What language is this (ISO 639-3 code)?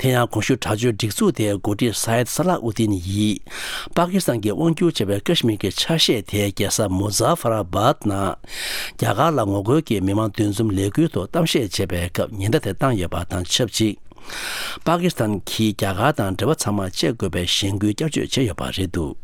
bod